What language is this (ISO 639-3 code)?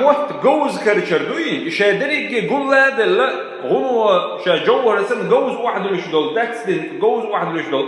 che